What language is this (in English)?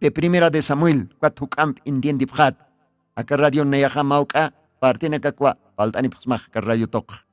Aymara